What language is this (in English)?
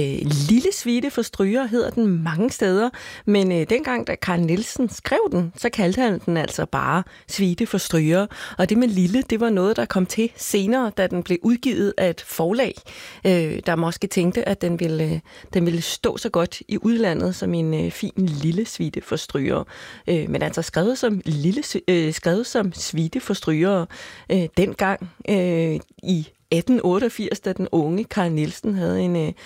Danish